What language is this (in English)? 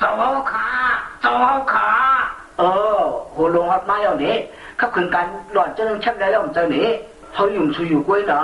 Shan